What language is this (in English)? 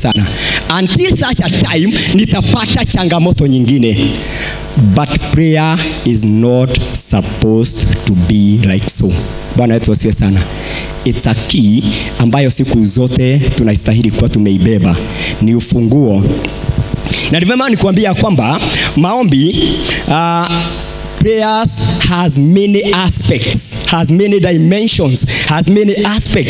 Swahili